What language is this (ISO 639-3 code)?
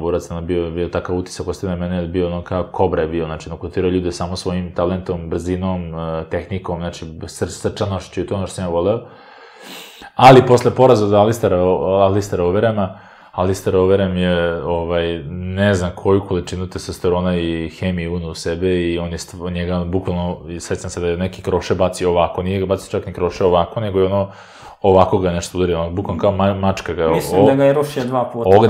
srp